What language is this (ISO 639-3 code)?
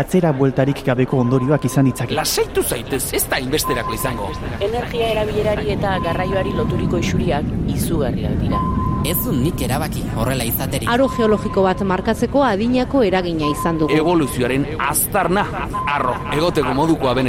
eus